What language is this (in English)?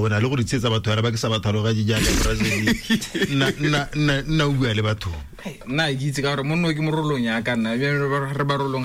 Tswana